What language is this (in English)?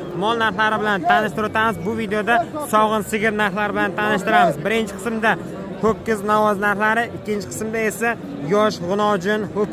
Uzbek